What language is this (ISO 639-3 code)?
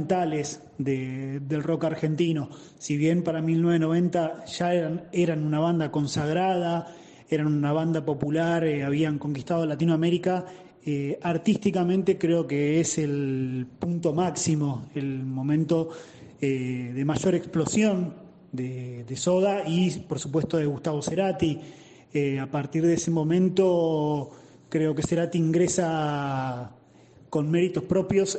spa